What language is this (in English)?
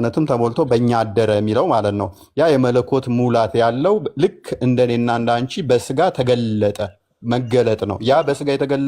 Amharic